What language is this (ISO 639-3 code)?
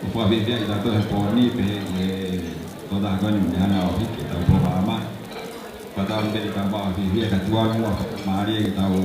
ton